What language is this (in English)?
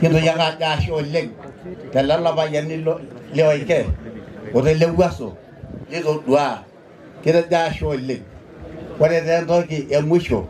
Masai